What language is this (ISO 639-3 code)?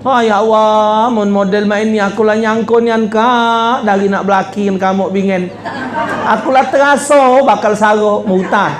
mui